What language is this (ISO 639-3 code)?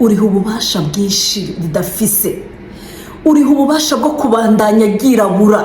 run